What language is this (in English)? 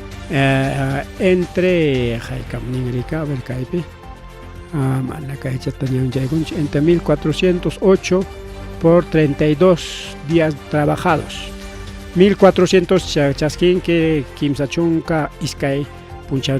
Ayacucho Quechua